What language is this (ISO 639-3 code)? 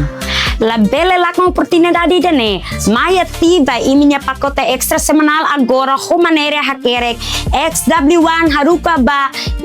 tet